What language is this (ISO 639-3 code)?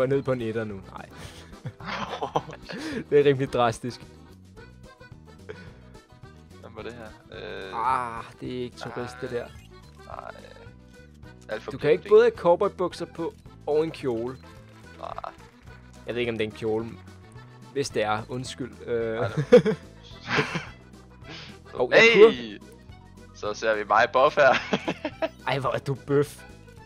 dan